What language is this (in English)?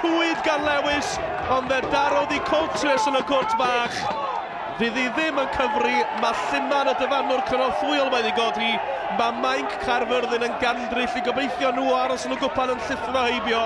Welsh